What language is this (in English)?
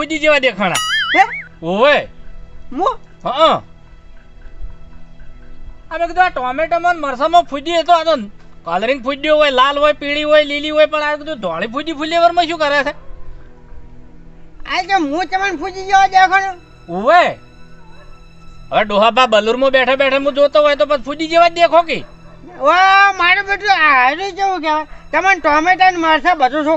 Gujarati